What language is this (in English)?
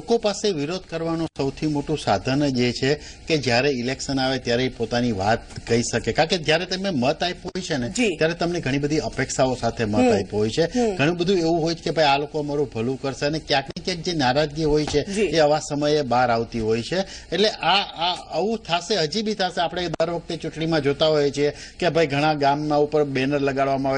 Gujarati